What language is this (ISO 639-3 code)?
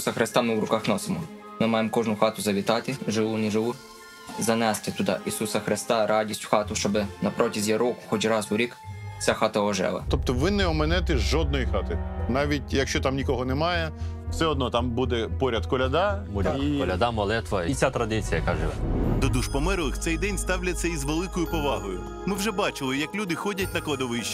ukr